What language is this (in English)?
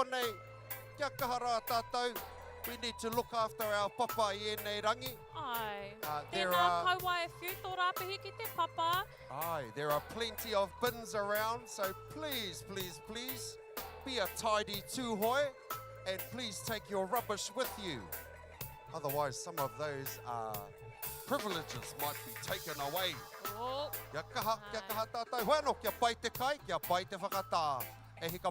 Māori